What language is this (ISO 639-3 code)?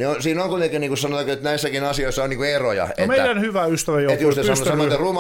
fin